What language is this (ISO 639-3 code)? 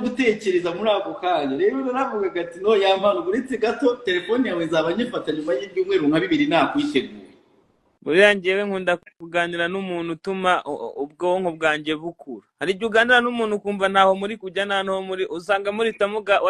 kin